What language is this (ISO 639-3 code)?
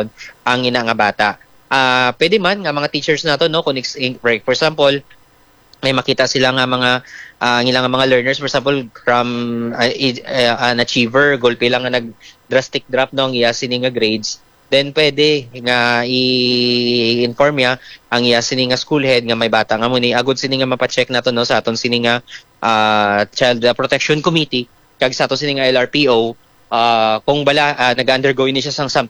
hil